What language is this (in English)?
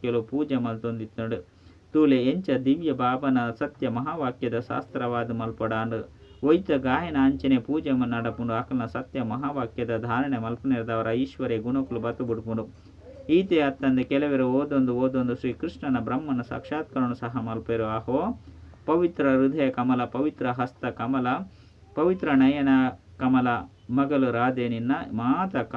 Tulu